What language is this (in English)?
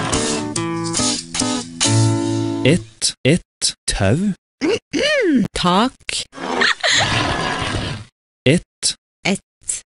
Norwegian